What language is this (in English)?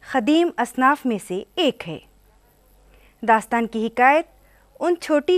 Urdu